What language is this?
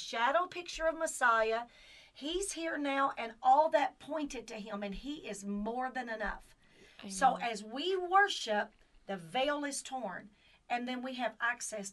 English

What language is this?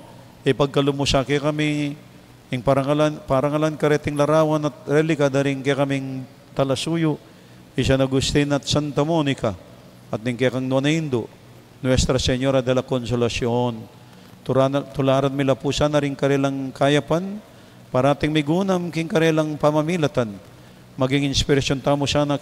Pampanga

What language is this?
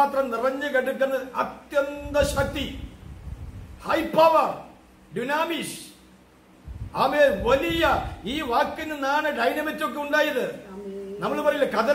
Malayalam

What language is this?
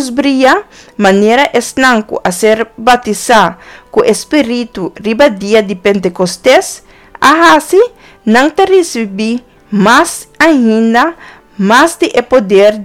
Papiamento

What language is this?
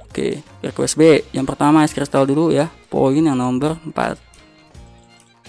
Indonesian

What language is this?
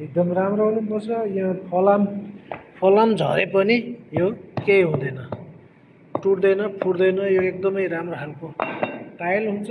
Nepali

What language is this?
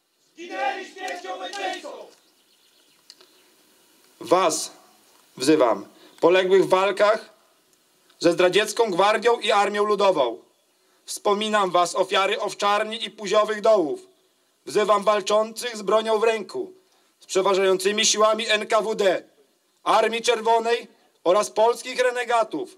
Polish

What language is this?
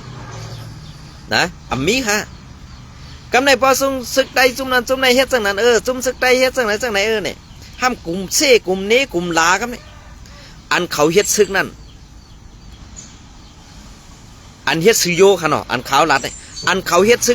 Shan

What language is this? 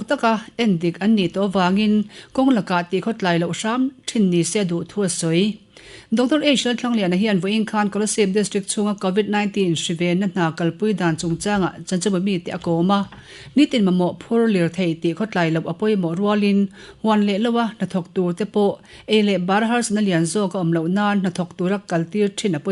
Mizo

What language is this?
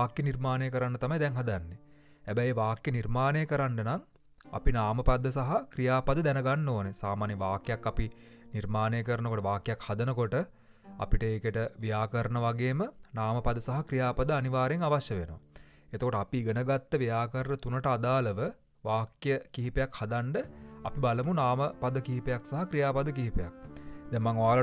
Sinhala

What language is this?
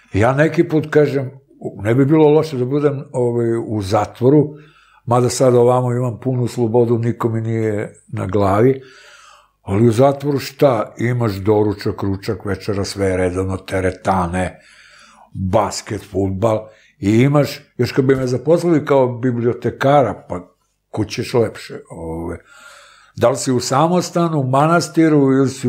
Serbian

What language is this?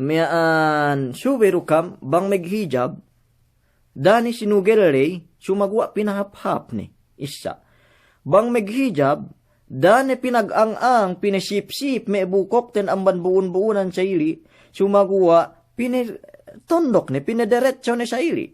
Yakan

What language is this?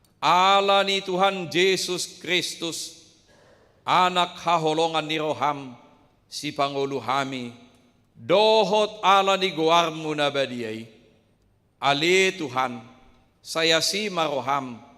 Batak Toba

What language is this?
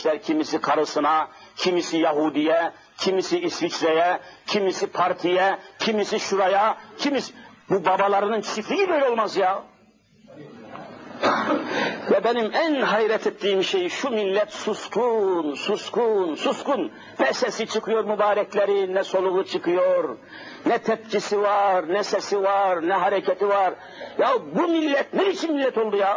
Turkish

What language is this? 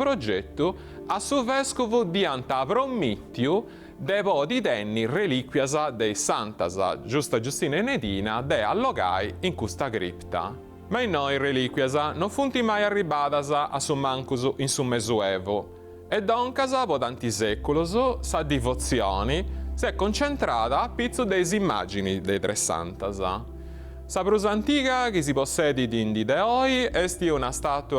Sardinian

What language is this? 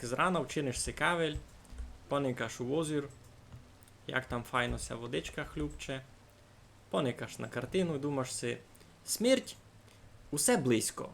Rusyn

